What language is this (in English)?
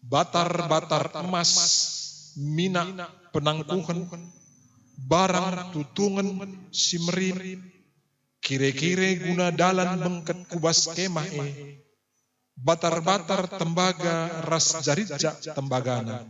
Batak Karo